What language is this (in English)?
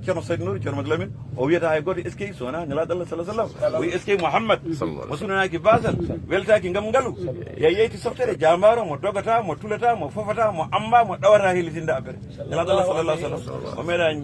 Fula